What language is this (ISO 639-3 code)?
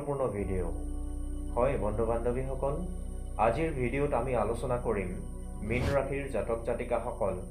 asm